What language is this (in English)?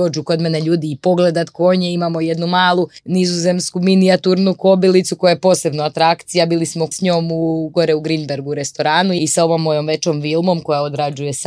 Croatian